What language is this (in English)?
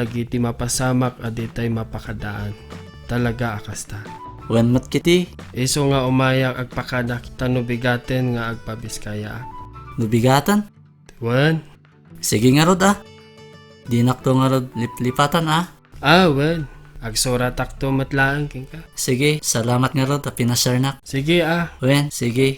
Iloko